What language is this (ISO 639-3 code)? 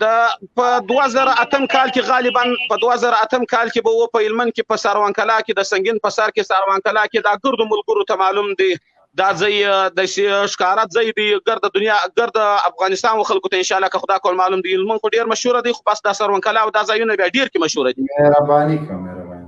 pus